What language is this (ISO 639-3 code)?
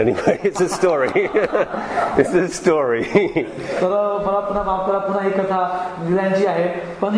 mar